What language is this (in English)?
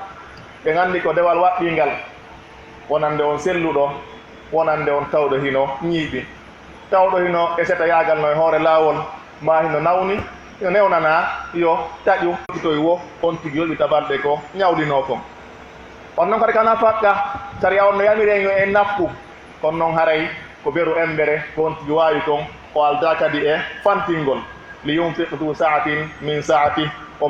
Pular